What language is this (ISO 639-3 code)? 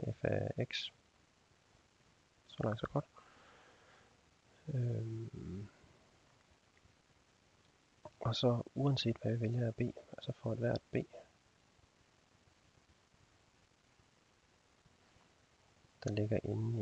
dan